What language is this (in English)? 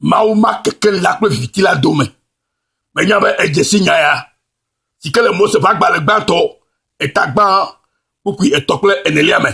Ewe